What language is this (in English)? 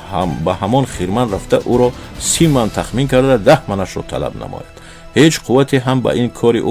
Tajik